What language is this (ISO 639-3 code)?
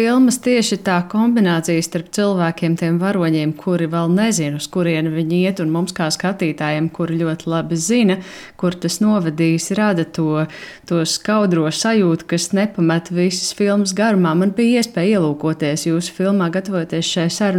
lav